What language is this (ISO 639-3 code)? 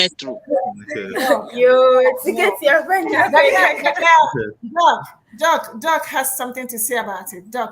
ewe